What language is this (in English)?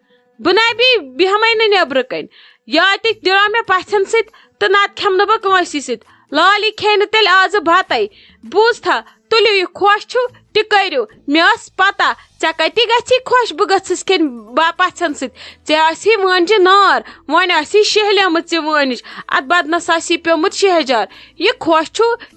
Kashmiri